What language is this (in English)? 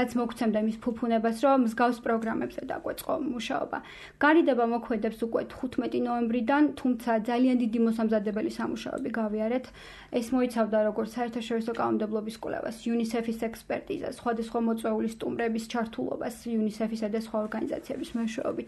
Georgian